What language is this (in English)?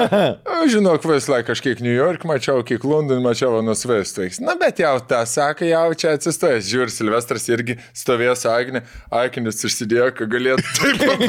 Lithuanian